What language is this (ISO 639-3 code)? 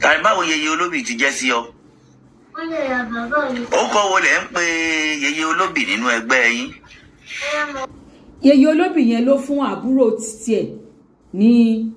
yor